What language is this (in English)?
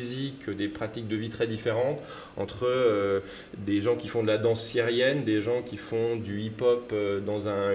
French